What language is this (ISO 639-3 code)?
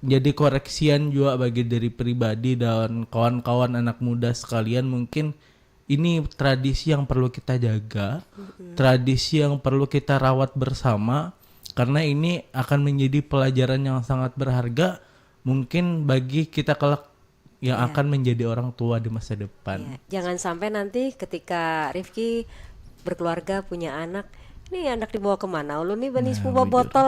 bjn